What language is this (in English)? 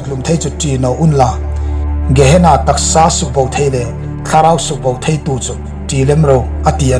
Hmar